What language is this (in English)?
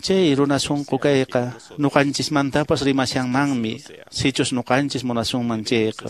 Quechua